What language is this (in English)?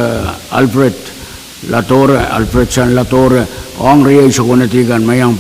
Pohnpeian